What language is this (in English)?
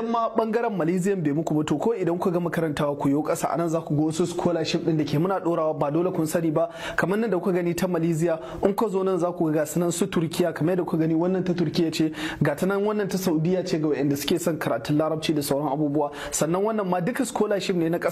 Hausa